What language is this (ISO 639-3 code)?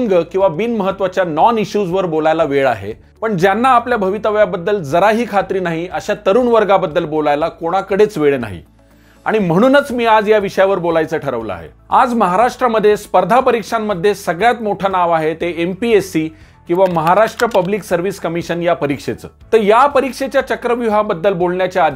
mar